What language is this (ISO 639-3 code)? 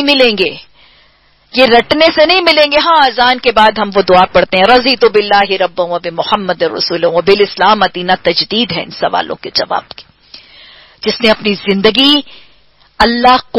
urd